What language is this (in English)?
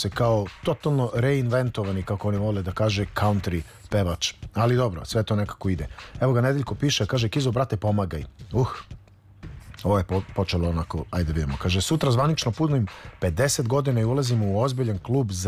Serbian